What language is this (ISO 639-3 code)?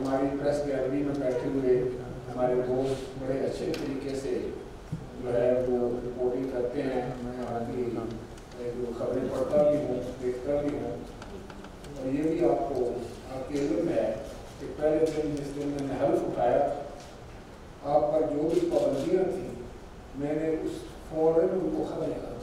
urd